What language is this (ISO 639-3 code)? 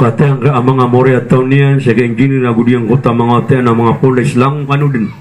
mrw